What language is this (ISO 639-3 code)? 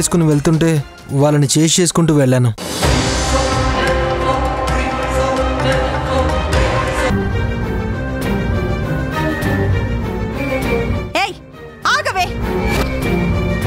tel